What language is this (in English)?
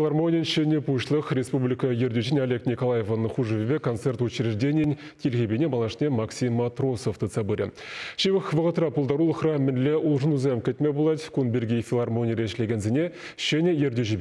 Chuvash